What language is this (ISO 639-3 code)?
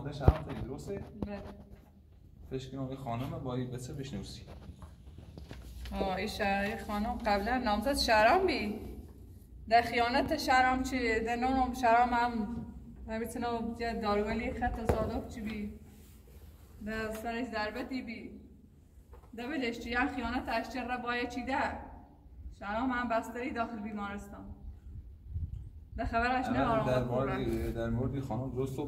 fas